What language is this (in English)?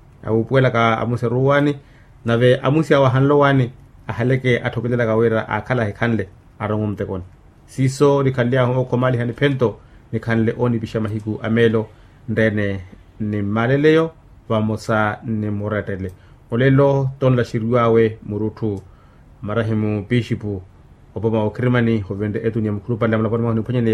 Makhuwa